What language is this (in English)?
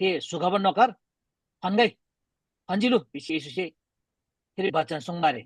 Eastern Tamang